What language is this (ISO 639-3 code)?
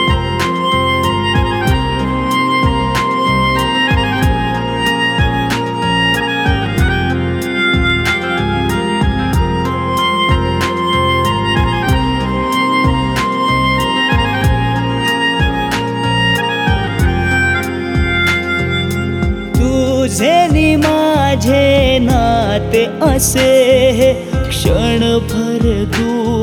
mar